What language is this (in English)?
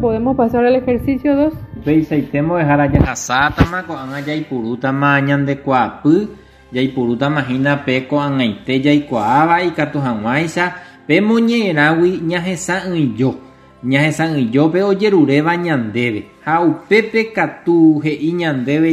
Guarani